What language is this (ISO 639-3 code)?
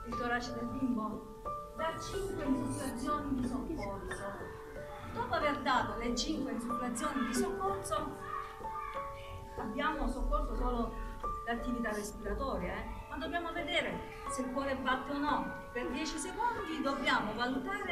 ita